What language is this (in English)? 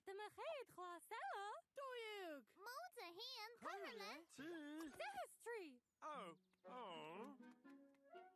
Irish